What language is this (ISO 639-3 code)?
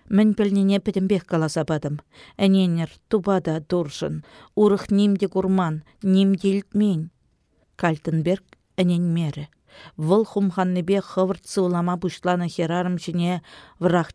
chv